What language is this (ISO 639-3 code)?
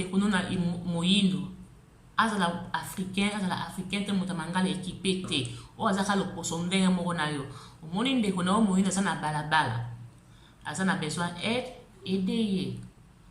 lin